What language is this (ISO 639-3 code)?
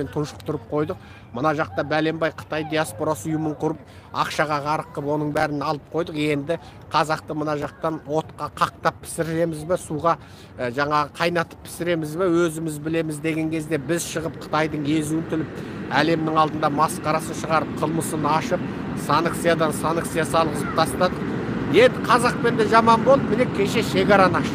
kaz